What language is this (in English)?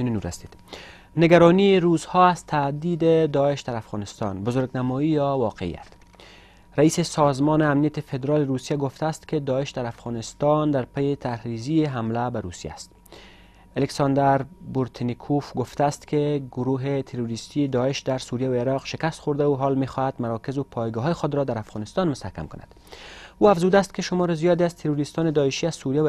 Persian